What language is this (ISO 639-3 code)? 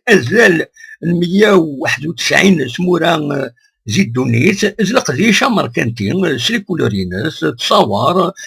kab